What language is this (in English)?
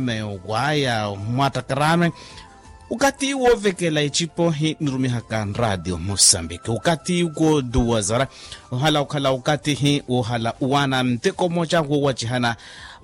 Makhuwa